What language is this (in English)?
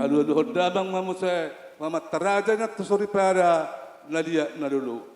Batak Toba